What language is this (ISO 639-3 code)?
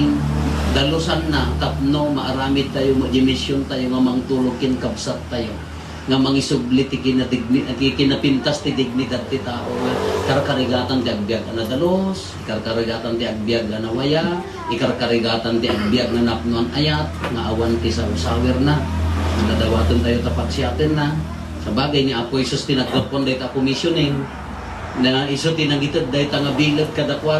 ilo